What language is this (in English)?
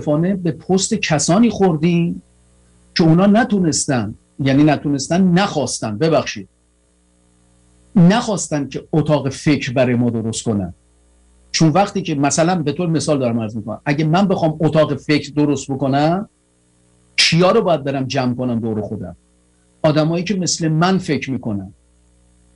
Persian